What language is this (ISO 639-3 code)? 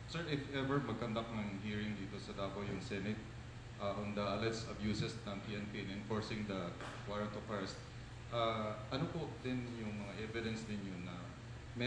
fil